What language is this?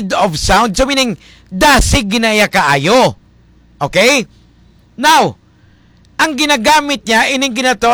Hiligaynon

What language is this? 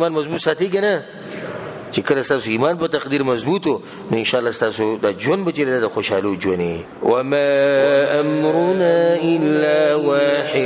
Pashto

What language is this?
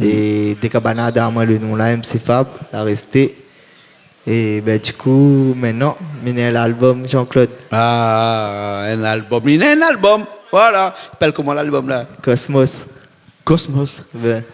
Réunion Creole French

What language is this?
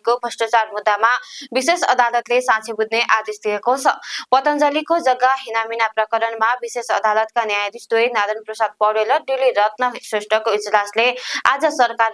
Nepali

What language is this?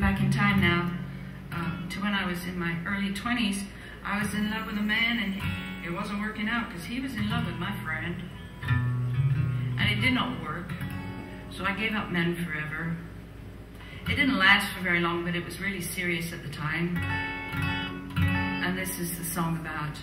English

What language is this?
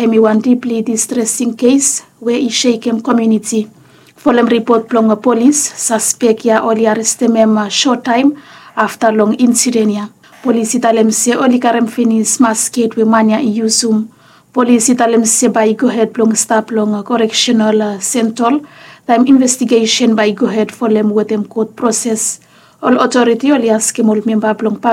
Bislama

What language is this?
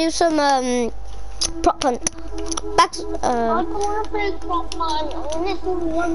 English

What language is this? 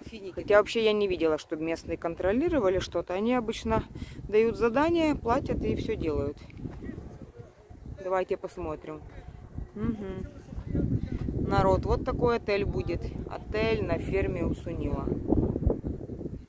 Russian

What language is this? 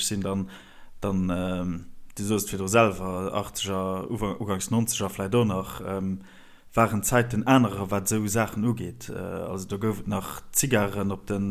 Luxembourgish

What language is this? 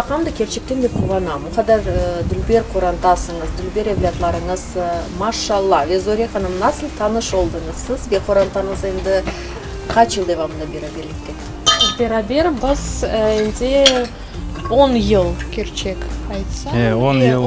Crimean Tatar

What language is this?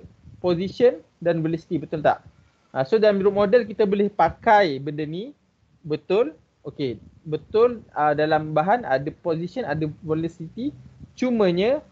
Malay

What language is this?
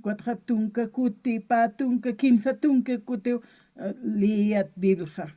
Aymara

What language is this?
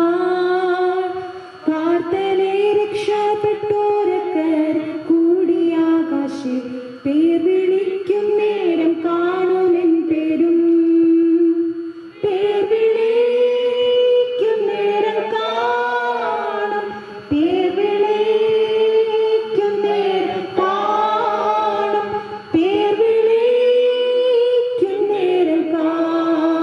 Malayalam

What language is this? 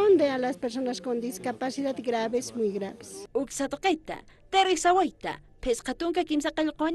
Aymara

